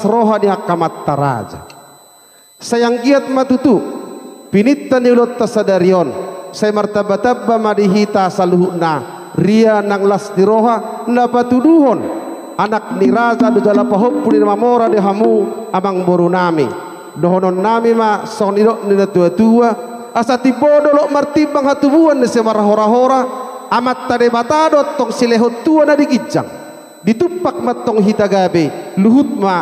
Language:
Batak Toba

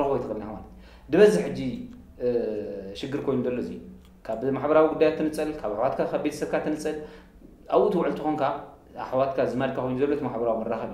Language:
Tigrinya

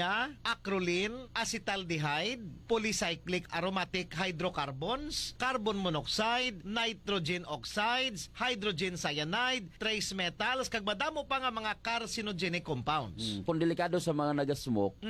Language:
Hiligaynon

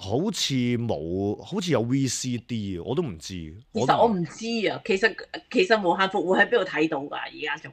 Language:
Cantonese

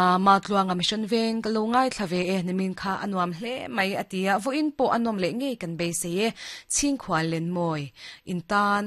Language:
Mizo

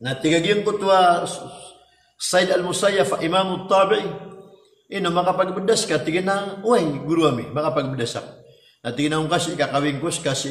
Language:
Maranao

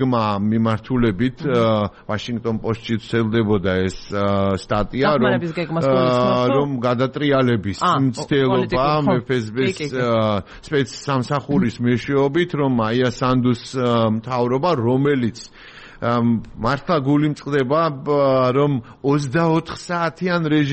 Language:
Georgian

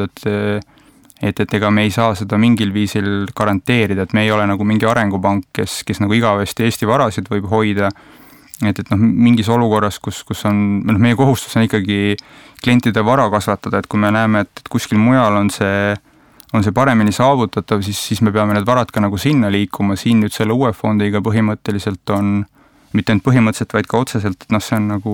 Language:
Estonian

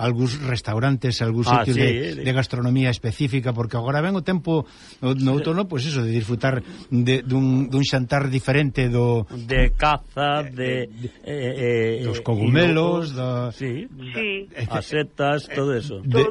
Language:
Galician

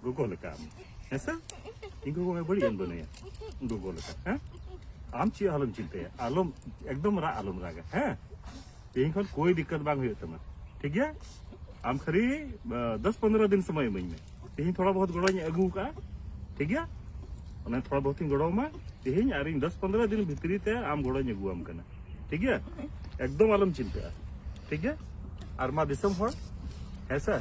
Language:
Santali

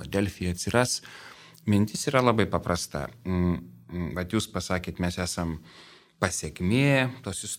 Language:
Lithuanian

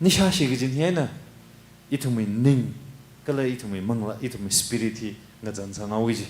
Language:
Tangkhul Naga (India)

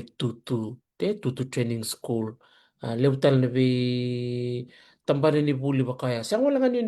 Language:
Fijian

